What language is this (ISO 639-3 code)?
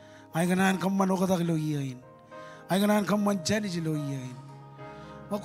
mah